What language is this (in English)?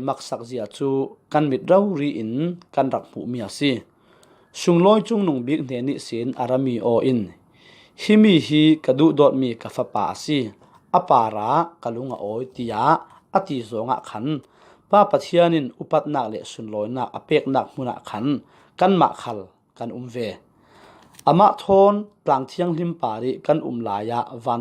Falam Chin